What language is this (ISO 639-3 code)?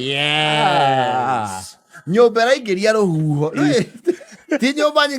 kik